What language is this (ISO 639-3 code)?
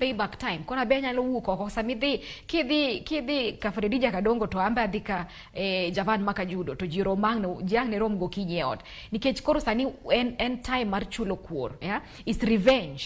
luo